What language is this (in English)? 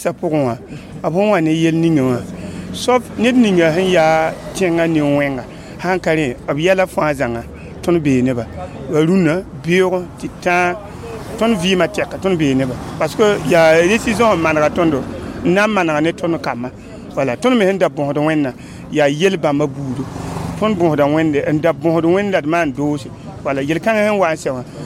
Mossi